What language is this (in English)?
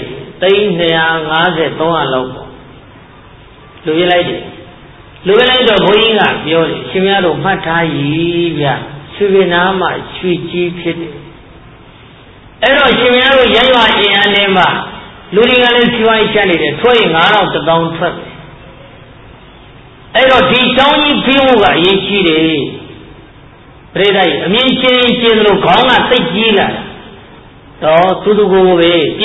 Burmese